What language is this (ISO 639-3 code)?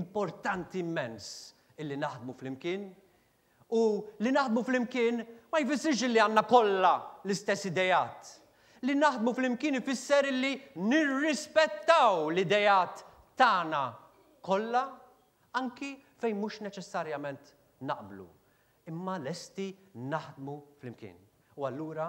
mlt